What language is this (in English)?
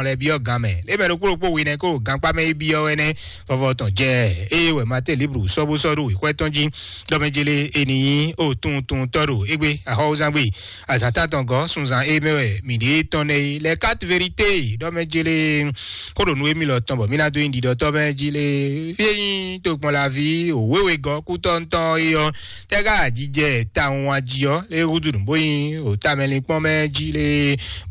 Fon